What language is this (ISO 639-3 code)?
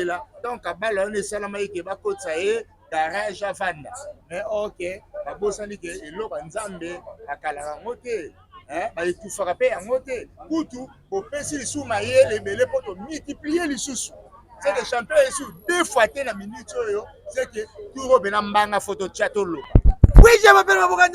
lin